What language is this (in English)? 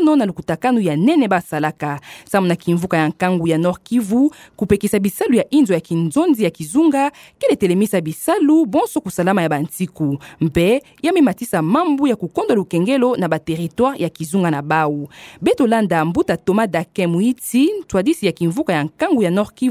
Kituba (Democratic Republic of Congo)